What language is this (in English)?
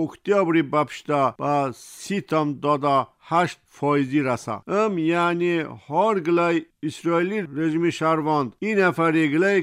Tajik